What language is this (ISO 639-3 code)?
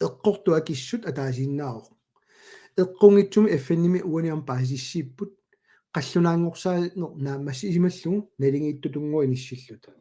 kal